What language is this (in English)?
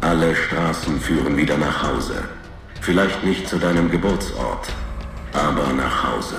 Bavarian